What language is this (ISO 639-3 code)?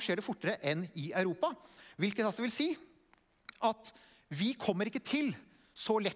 nor